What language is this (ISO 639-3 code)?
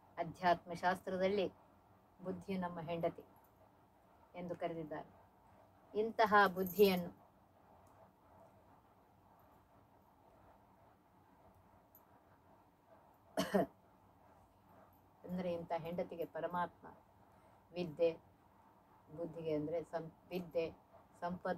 kan